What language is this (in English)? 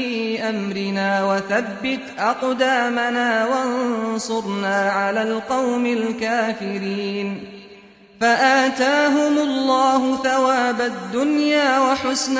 Arabic